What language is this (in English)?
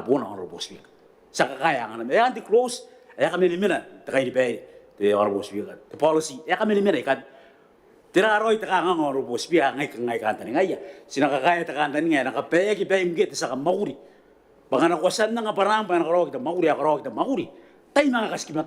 Gilbertese